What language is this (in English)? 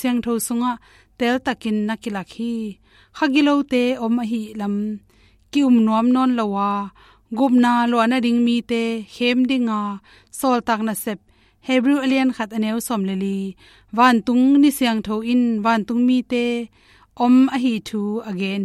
Tedim Chin